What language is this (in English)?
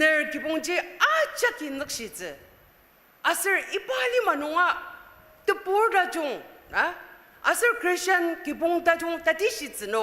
Ao Naga